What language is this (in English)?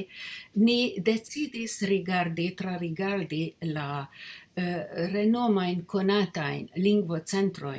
Esperanto